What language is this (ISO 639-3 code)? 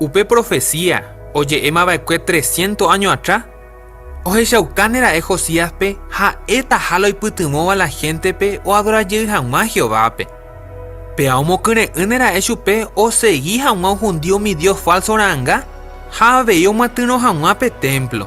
grn